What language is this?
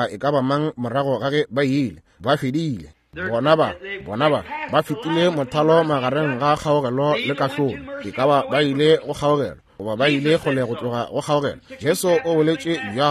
Northern Sotho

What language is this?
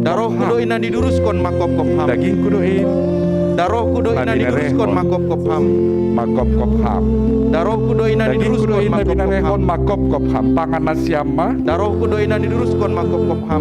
Batak Simalungun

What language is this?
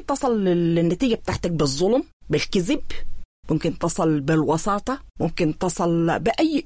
Sudanese Arabic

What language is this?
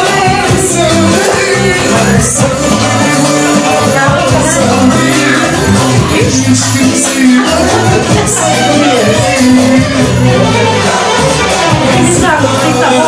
Turkish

